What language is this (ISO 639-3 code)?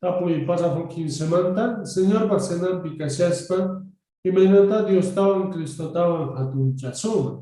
que